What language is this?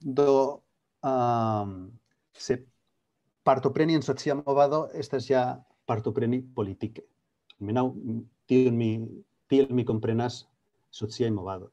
Esperanto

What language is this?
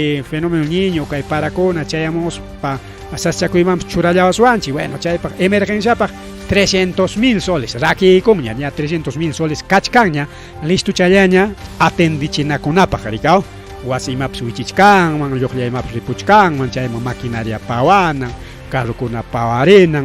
Ayacucho Quechua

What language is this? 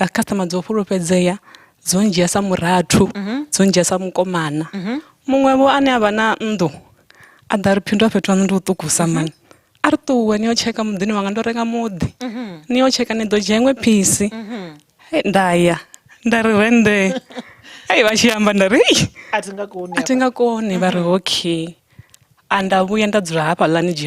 Venda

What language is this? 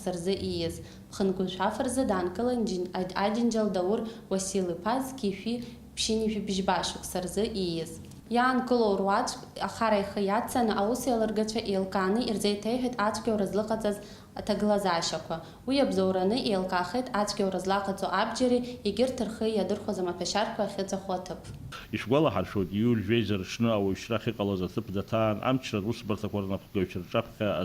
Abkhazian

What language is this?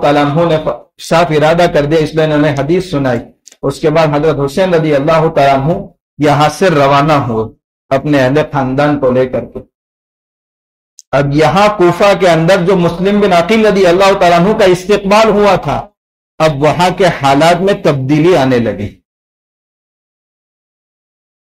Urdu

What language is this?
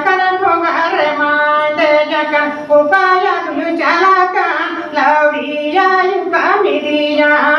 Santali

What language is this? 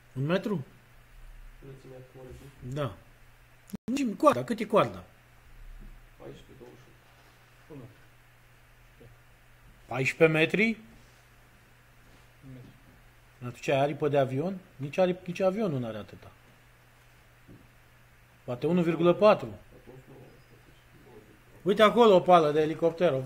Romanian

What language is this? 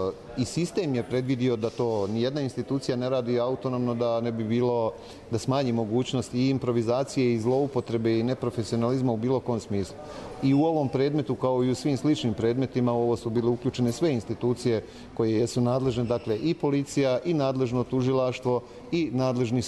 Croatian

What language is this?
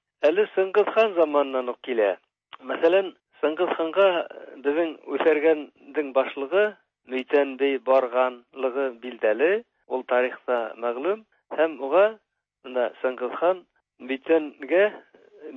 Tatar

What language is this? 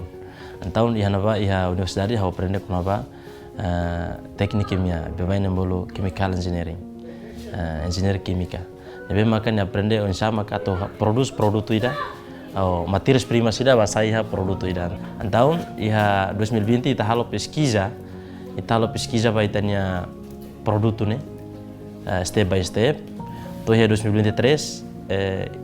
Tetum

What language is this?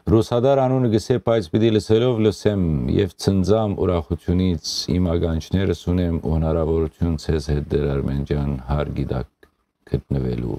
Western Armenian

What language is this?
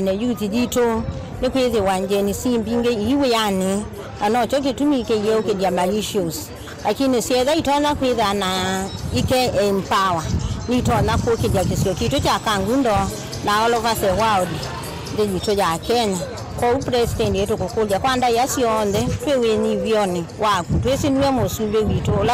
Kamba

